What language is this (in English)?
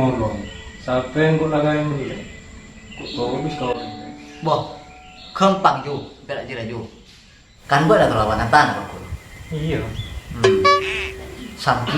Madurese